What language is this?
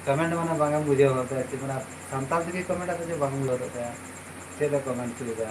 Santali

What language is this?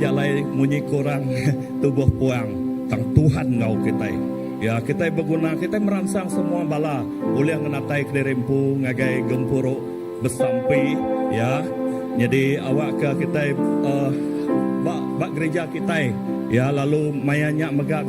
Iban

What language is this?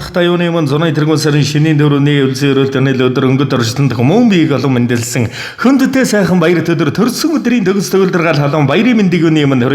Mongolian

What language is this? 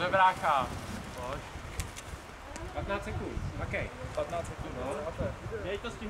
Czech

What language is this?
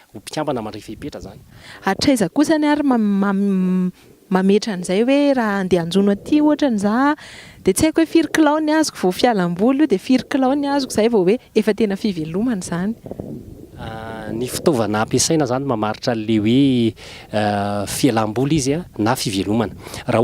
Malagasy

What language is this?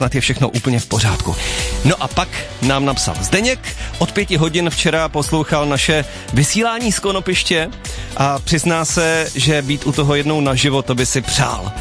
Czech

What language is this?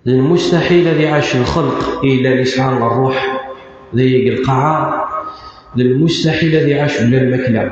Kabyle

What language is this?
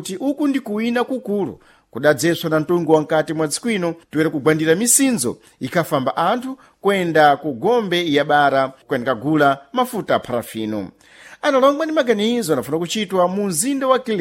Sena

